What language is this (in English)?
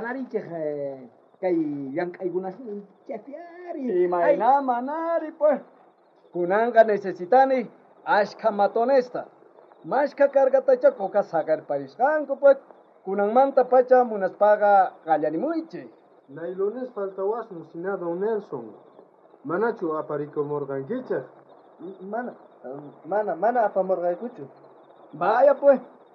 South Bolivian Quechua